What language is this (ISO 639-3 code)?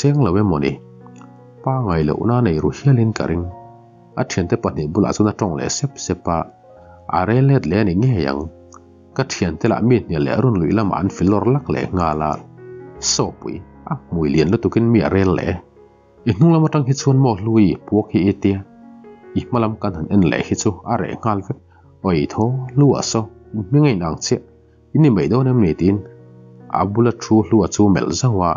lus